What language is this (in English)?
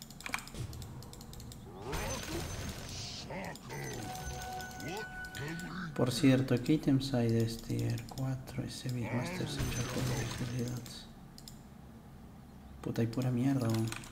Spanish